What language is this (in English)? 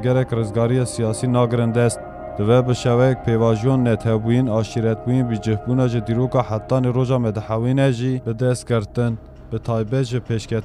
Kurdish